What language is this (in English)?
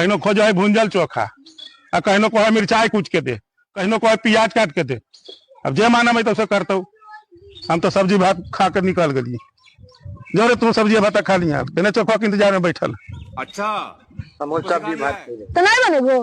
Magahi